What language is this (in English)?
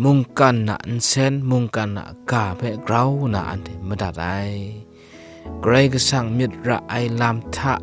Kachin